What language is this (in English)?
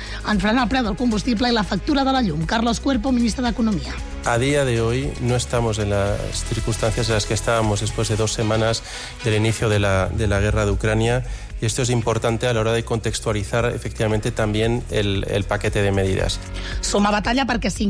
Catalan